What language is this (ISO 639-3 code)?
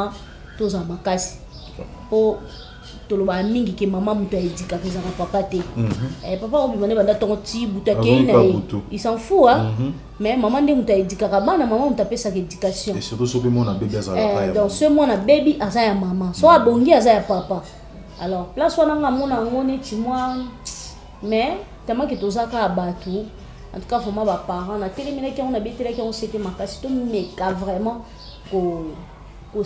lin